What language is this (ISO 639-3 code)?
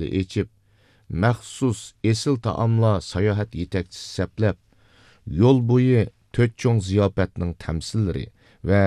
uig